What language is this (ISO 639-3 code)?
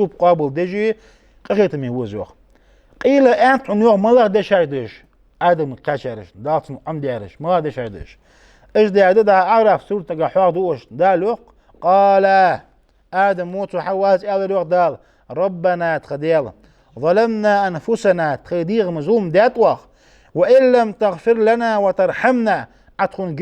inh